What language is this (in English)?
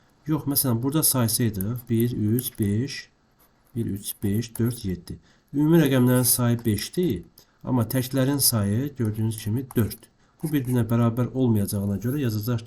Azerbaijani